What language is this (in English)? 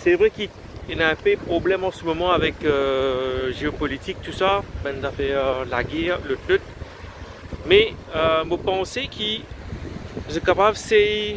Morisyen